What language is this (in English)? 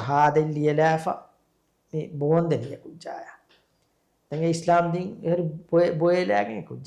Divehi